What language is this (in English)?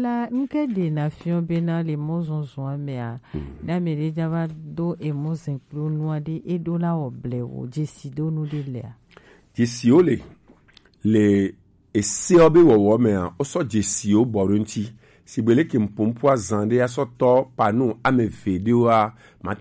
Gen